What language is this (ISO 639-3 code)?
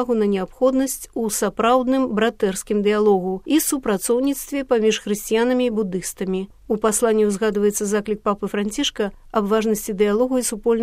bel